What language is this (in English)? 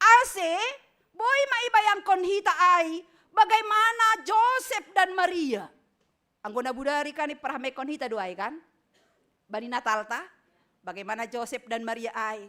Batak Simalungun